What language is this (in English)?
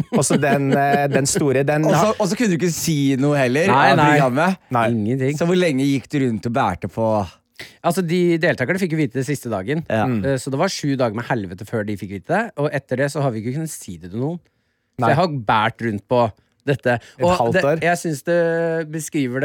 Norwegian